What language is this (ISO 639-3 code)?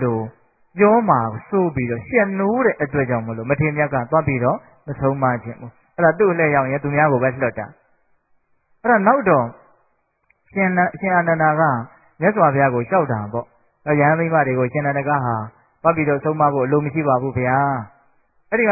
mya